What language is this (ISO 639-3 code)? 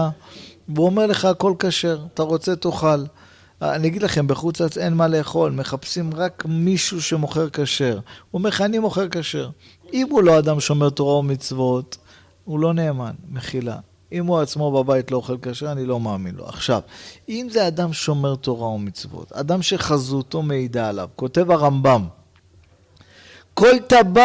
heb